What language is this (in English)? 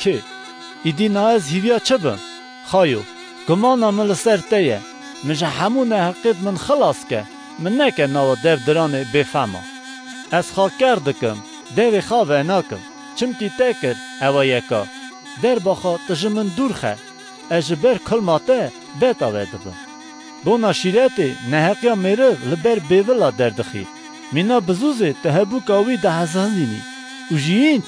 Kurdish